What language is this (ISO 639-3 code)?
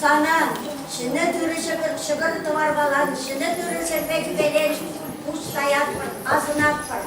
chv